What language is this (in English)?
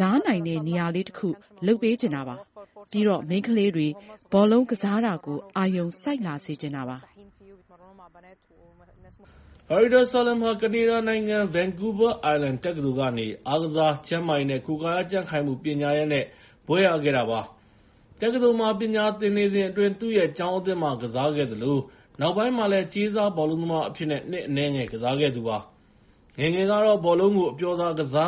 Burmese